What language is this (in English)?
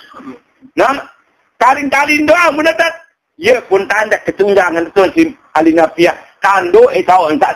Sasak